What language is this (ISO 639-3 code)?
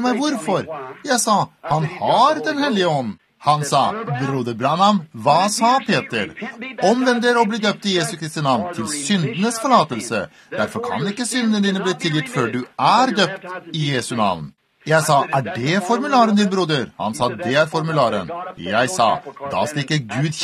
nor